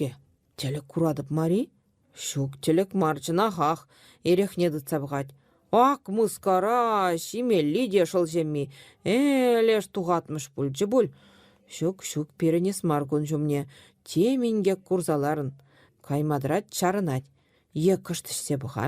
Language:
Chuvash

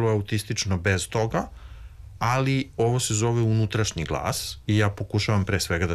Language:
Serbian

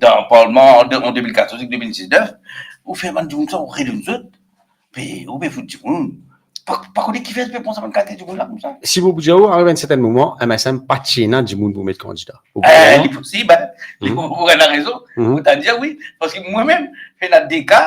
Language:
Morisyen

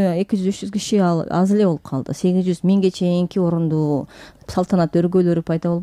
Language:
Kyrgyz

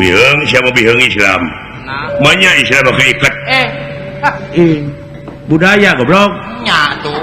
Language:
Sundanese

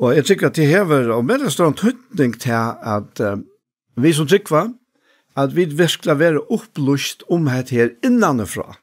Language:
Faroese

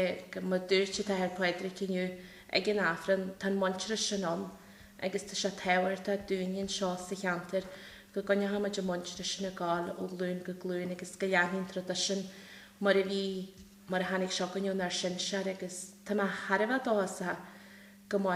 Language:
Irish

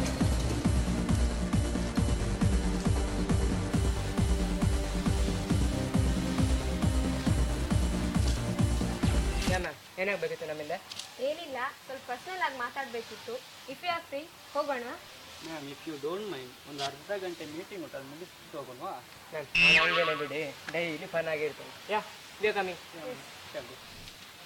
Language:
Kannada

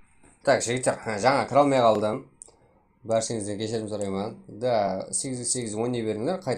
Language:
Kara-Kalpak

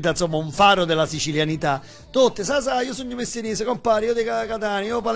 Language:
Italian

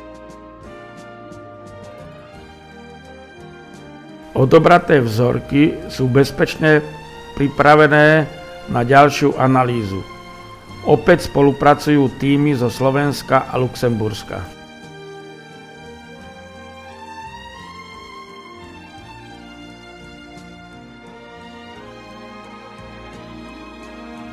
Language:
Slovak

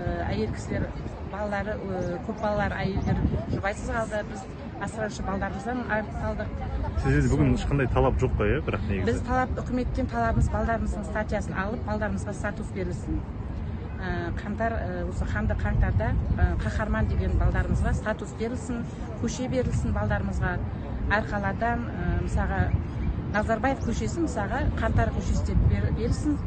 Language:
Kazakh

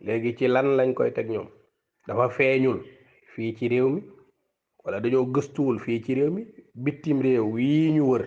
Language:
Wolof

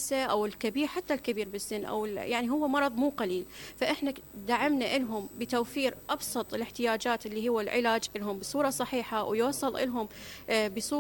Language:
Mesopotamian Arabic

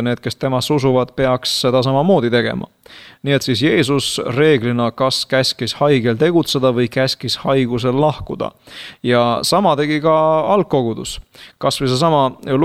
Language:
Estonian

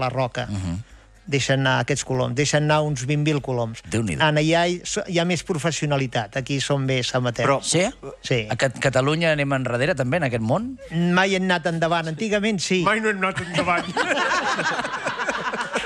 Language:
Catalan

